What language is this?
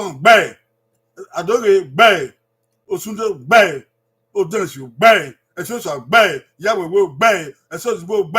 Bini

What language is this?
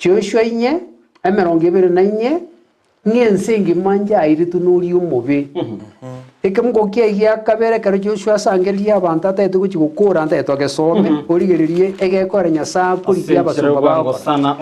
Gusii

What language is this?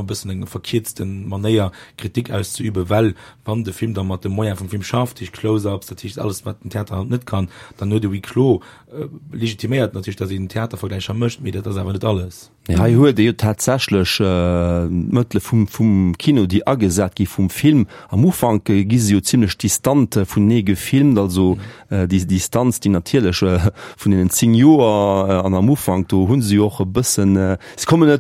Luxembourgish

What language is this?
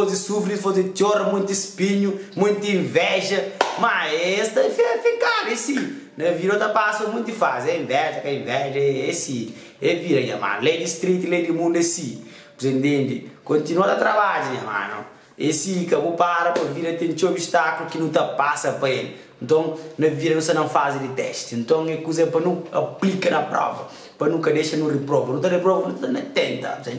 Kabuverdianu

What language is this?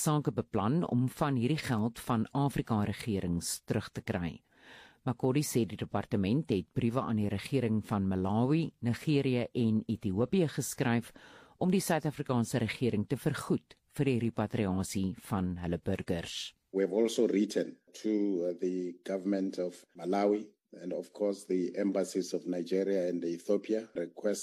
Afrikaans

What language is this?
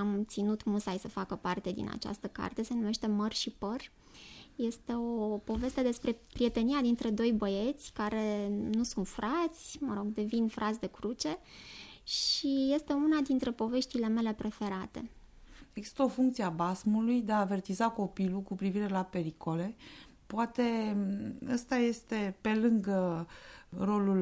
Romanian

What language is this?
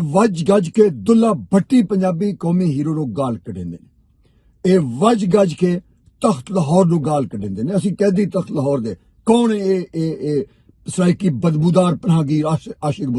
Western Panjabi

